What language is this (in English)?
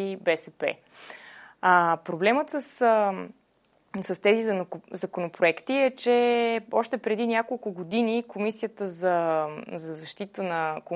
Bulgarian